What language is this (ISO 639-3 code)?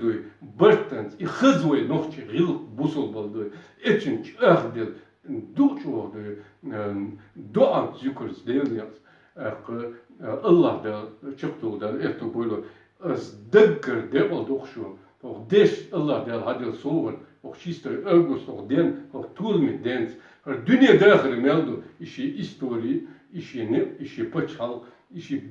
che